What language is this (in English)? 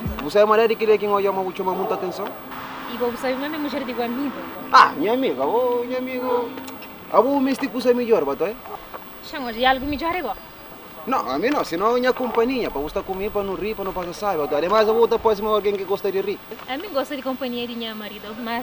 Kabuverdianu